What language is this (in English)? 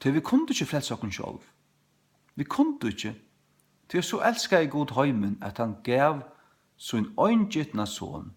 Faroese